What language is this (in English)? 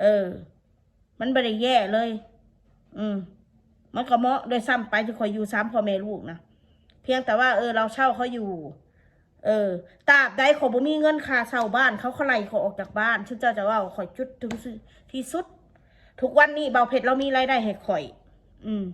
Northeastern Thai